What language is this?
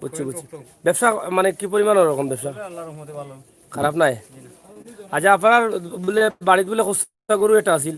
Sylheti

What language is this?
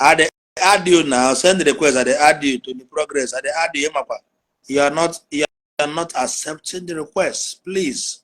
Igbo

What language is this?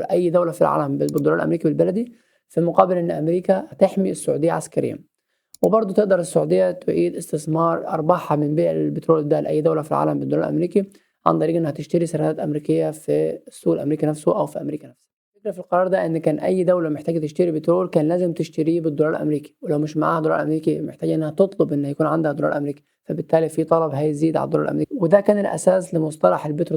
Egyptian Arabic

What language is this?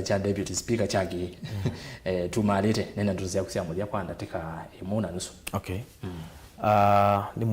Kamba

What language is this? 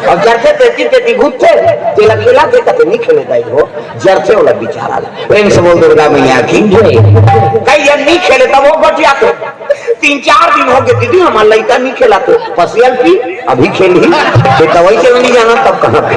Chhattisgarhi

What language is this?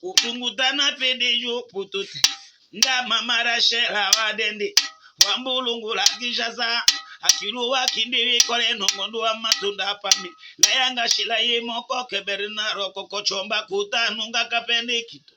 Tetela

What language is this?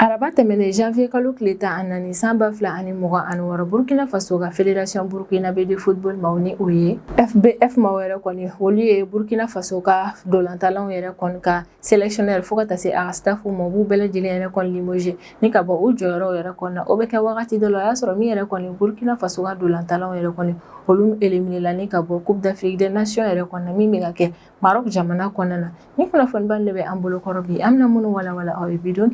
Bambara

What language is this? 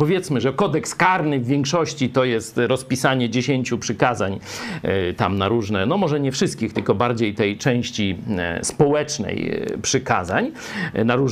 Polish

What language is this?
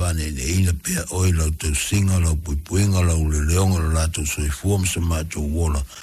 Samoan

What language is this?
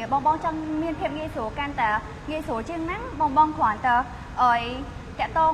Khmer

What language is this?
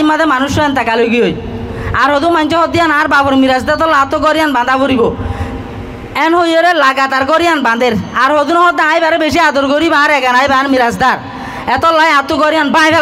Rohingya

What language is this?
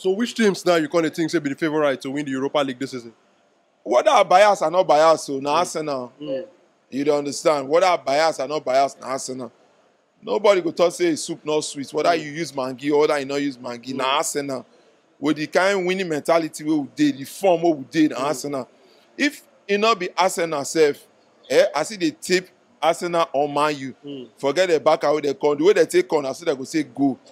Nigerian Pidgin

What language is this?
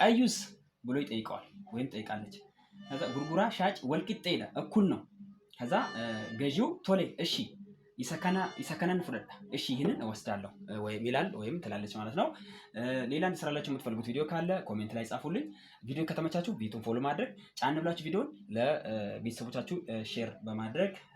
Amharic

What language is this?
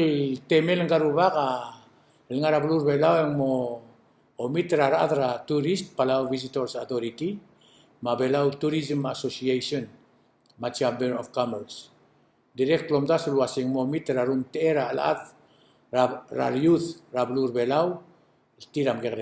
Palauan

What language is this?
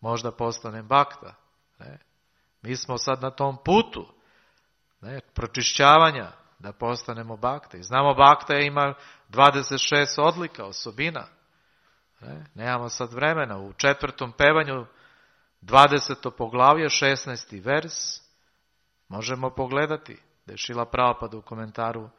Serbian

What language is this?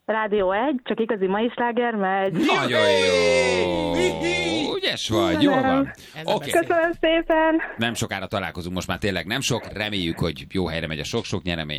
Hungarian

